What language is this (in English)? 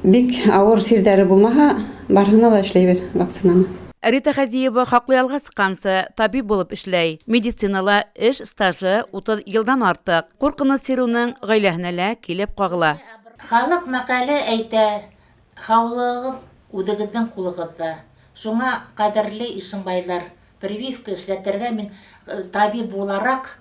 Bashkir